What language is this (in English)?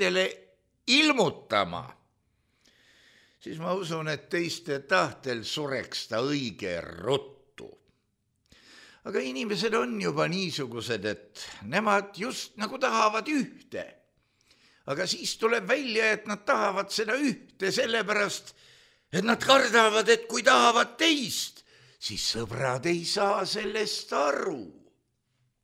Estonian